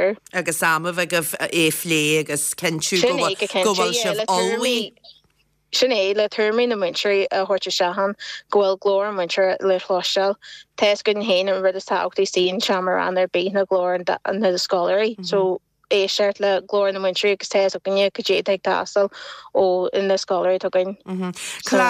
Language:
Irish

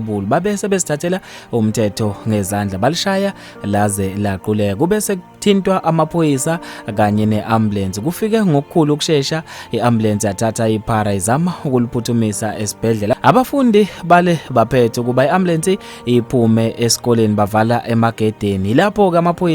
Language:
Zulu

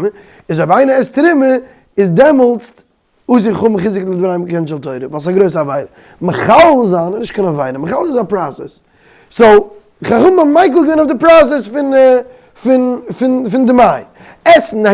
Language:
Yiddish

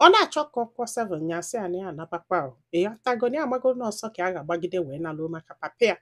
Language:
Igbo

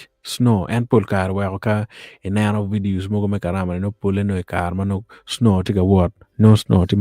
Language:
Acoli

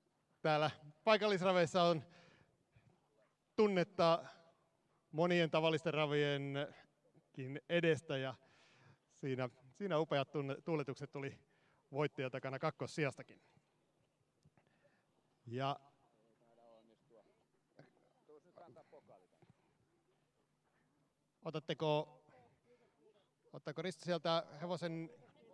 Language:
Finnish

